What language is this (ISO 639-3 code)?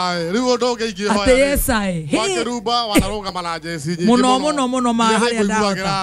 kik